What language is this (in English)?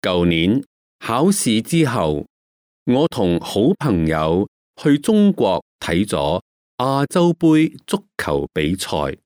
Cantonese